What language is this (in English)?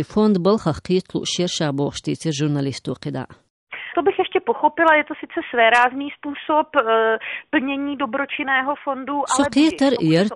Chechen